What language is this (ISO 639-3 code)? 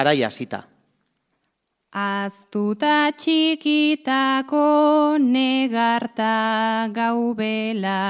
eus